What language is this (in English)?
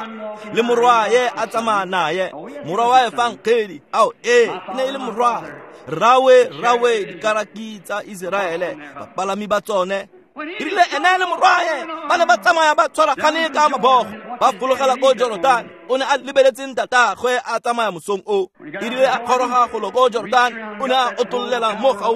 Tswana